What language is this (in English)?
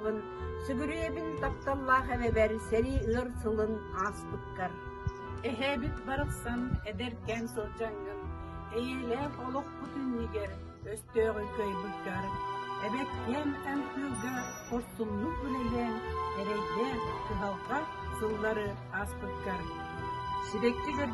Yakut